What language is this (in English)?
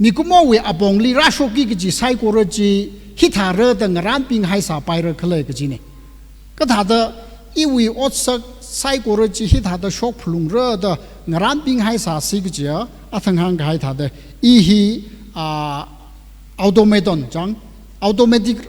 Tangkhul Naga (India)